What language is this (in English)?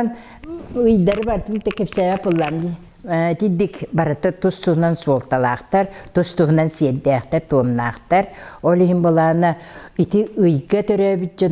Yakut